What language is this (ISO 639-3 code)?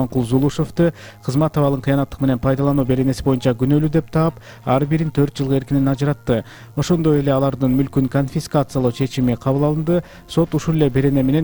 kir